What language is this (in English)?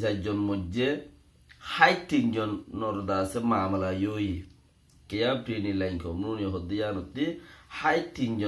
Rohingya